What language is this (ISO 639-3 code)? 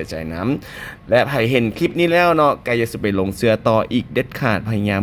lao